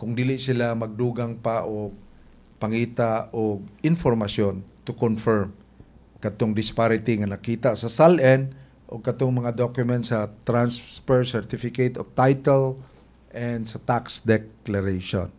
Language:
Cebuano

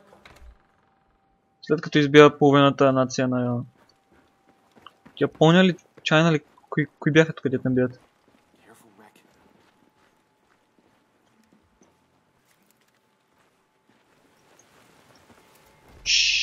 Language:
Bulgarian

